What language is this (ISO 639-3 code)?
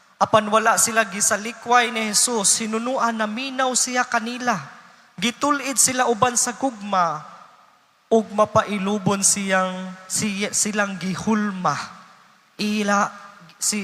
ceb